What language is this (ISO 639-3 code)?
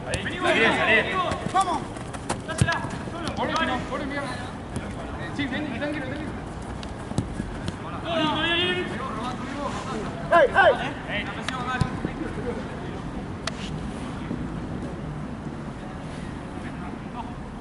spa